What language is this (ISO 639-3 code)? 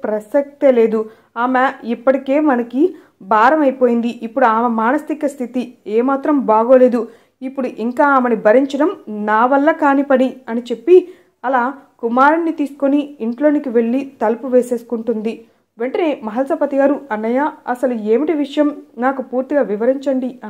tel